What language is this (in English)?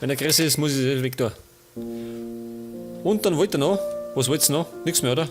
Bavarian